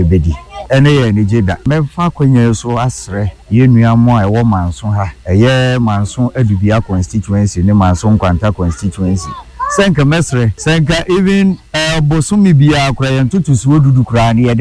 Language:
Akan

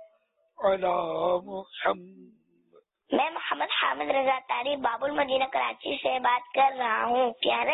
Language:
Urdu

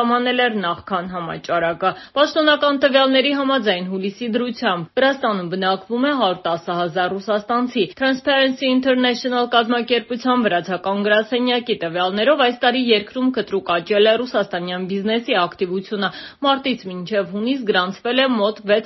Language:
Armenian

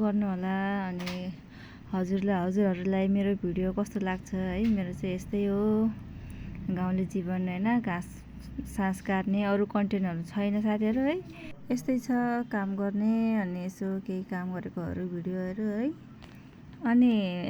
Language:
Nepali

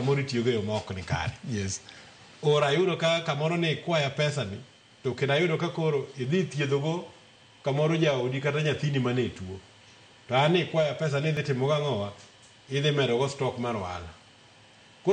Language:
Luo (Kenya and Tanzania)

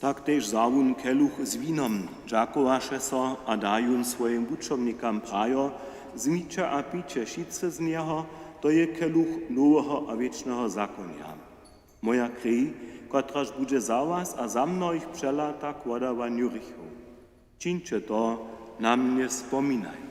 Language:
Upper Sorbian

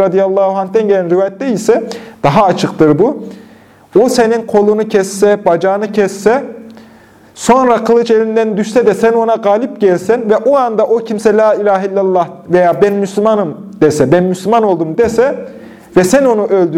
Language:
Turkish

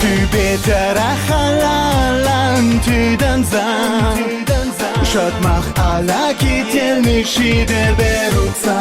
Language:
Chuvash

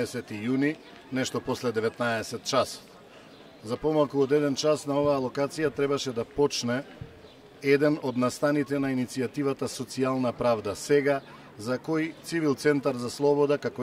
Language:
Macedonian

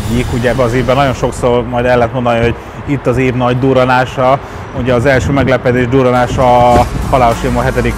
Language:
Hungarian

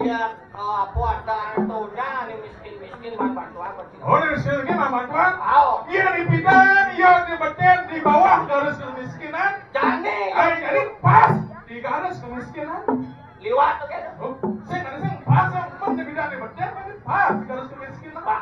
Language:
Balinese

